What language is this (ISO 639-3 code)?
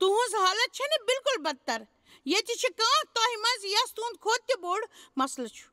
kas